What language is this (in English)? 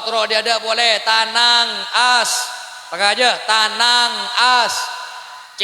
Madurese